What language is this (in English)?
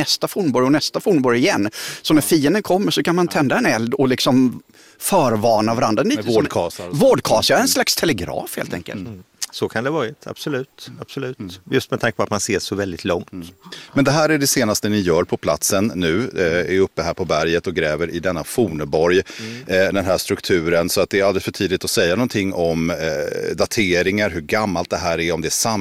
Swedish